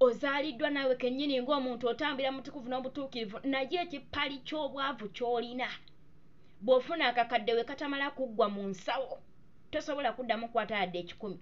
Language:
Ganda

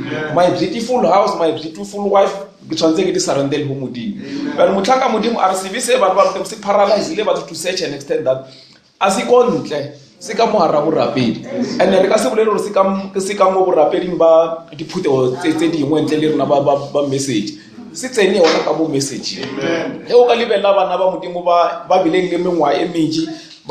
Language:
Northern Sotho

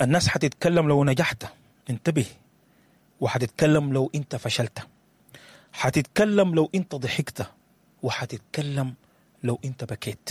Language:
Sudanese Arabic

